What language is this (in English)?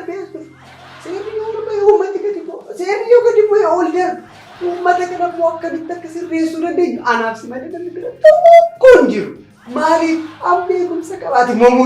Oromo